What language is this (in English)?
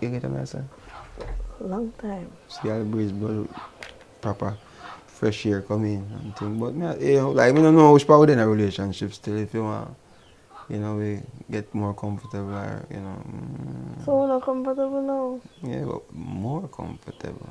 Jamaican Creole English